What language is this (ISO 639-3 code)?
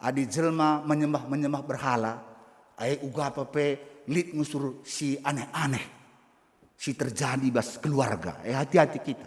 btx